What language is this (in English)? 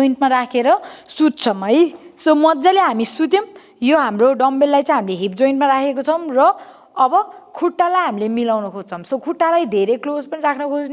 Nepali